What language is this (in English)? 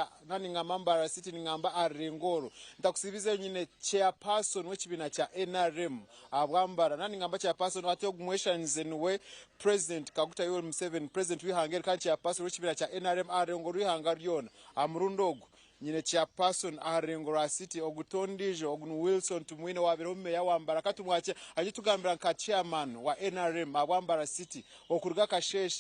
Nyankole